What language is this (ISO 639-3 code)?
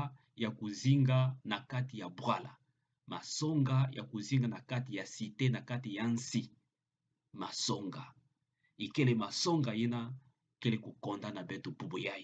ktu